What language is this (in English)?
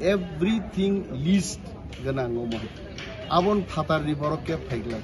Kok Borok